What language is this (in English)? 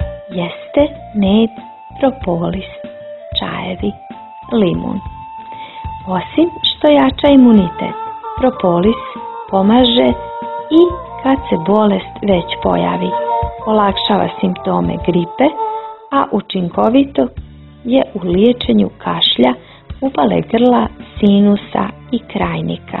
Croatian